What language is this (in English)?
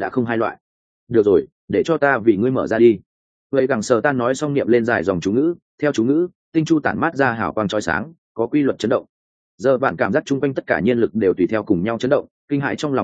Vietnamese